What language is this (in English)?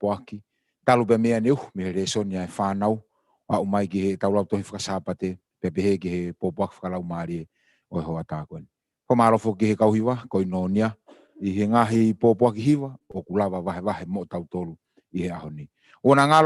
Tongan